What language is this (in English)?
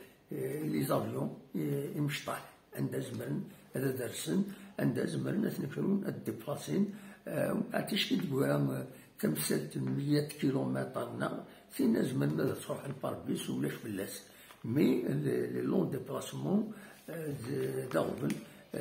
Kabyle